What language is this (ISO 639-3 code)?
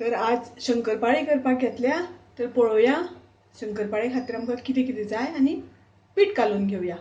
kok